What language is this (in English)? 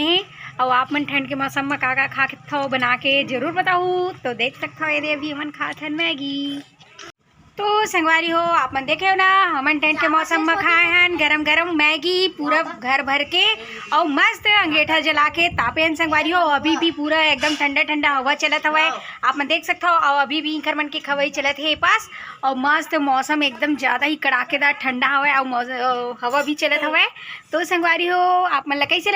Chhattisgarhi